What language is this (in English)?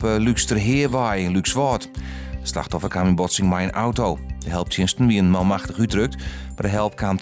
Western Frisian